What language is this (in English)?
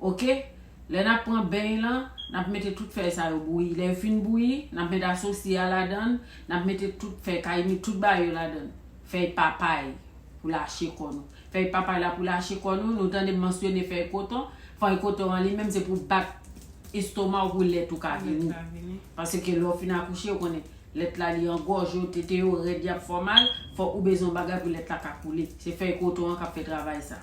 Haitian Creole